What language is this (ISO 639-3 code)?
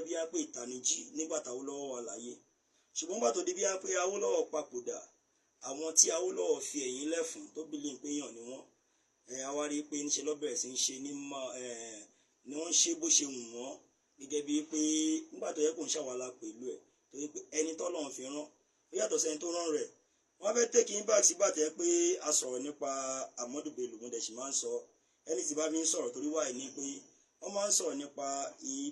yor